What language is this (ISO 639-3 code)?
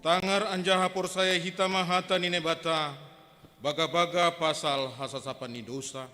bts